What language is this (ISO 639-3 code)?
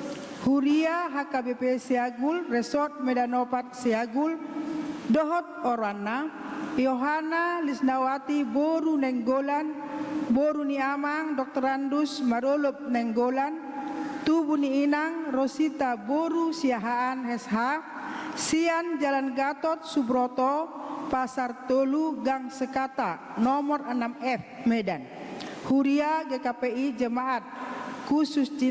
bbc